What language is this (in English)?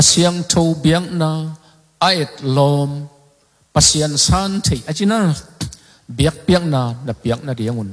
Tedim Chin